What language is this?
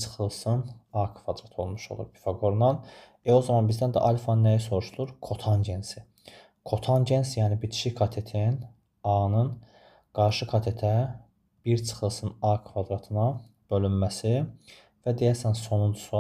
Azerbaijani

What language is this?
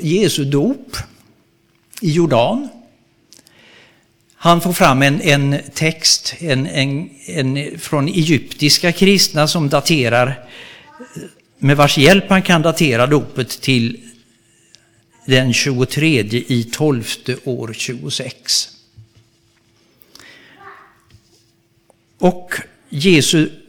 Swedish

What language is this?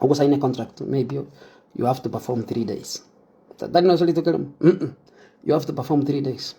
Gusii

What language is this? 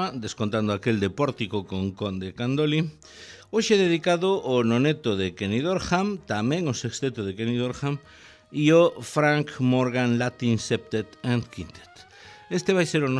Galician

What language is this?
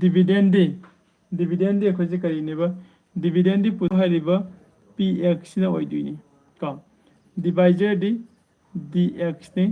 Manipuri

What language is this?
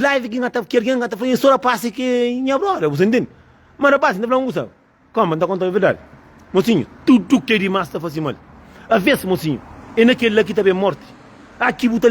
Kabuverdianu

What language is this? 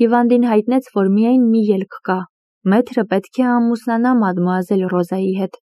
Armenian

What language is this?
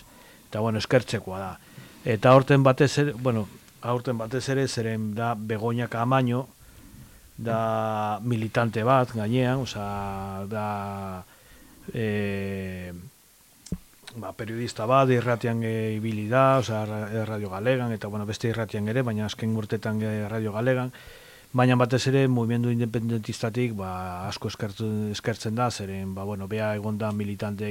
Basque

